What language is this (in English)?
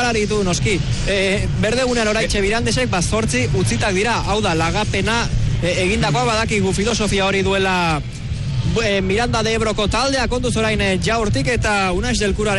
Basque